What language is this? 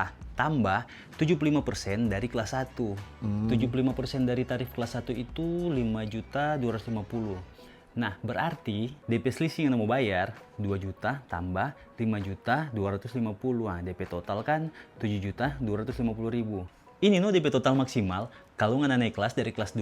Manado Malay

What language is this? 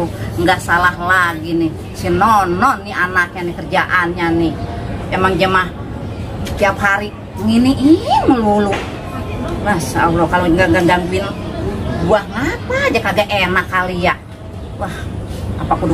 Betawi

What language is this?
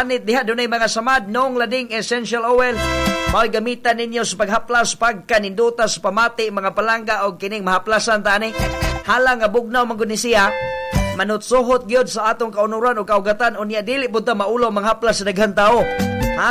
Cebuano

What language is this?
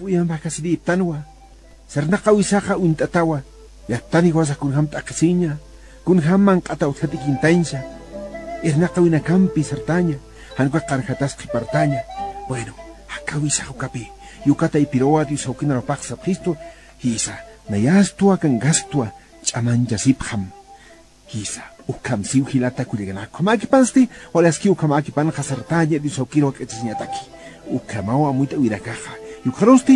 Aymara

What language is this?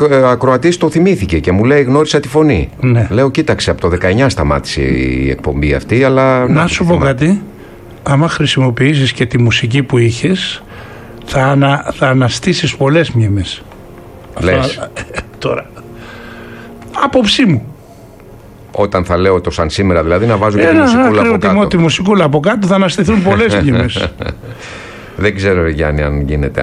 Greek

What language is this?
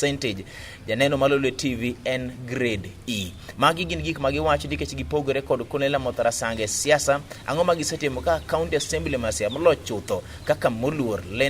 Luo (Kenya and Tanzania)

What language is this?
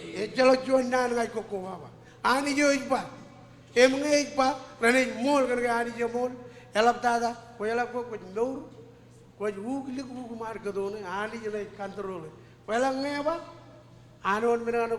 Marshallese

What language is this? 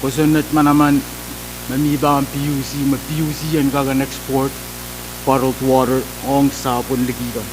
Pohnpeian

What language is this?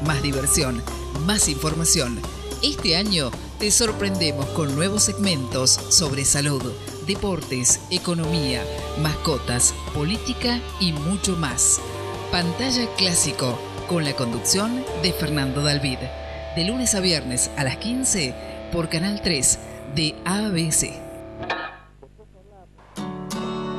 Spanish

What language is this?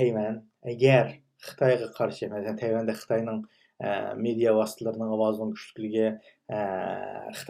Uyghur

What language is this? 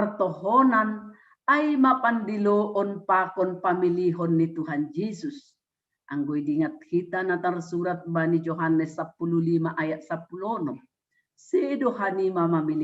Batak Simalungun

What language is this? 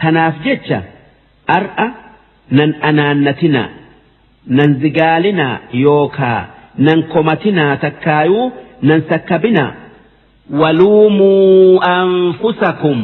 Oromo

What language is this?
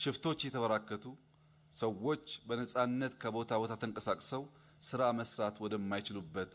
Amharic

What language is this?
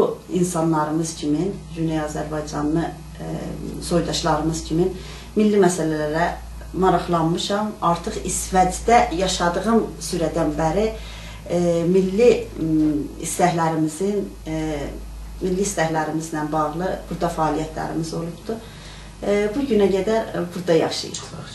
South Azerbaijani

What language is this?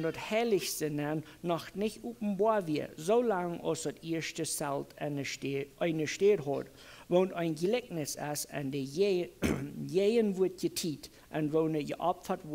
Plautdietsch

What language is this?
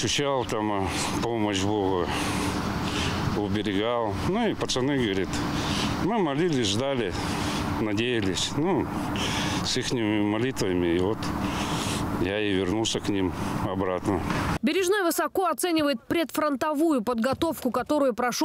Russian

